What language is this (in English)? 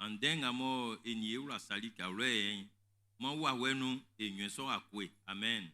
Baoulé